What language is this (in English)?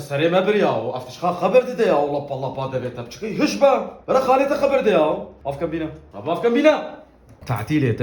Kurdish